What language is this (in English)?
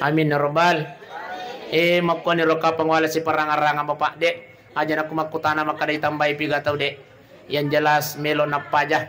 Buginese